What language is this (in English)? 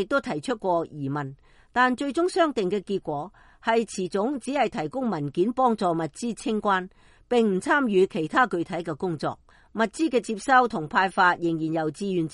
Cantonese